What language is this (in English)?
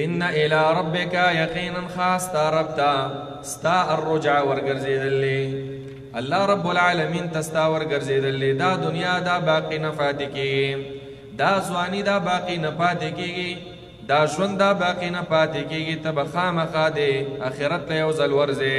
Pashto